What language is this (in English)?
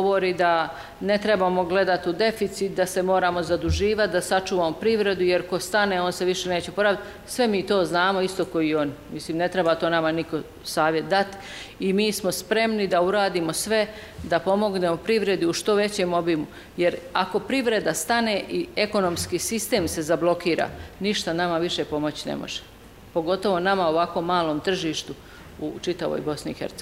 Bosnian